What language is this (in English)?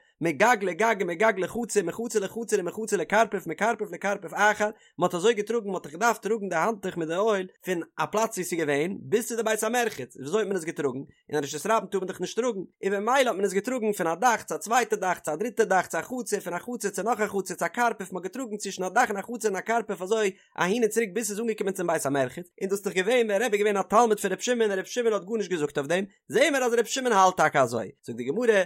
Yiddish